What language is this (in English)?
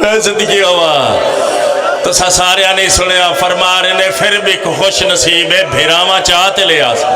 Pahari-Potwari